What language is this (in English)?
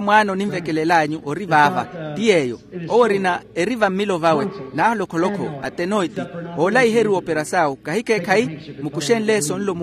Makhuwa